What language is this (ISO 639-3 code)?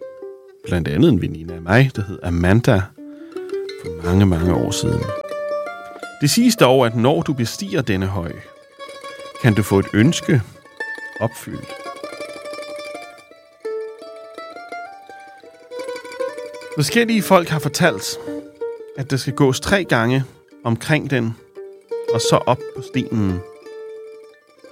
dan